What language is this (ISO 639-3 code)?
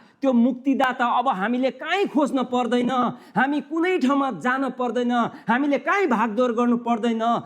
nep